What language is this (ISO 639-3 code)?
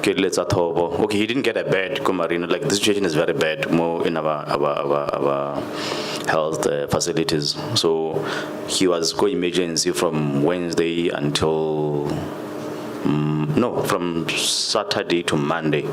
tsn